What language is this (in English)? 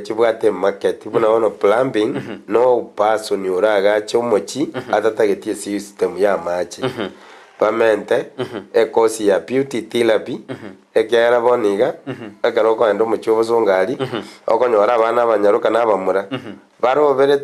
Gusii